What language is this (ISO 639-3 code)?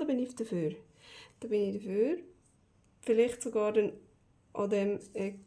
gsw